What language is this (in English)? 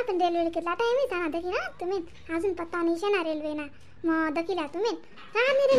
Khandesi